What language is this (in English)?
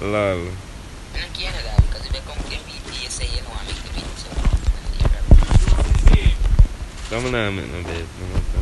Jamaican Creole English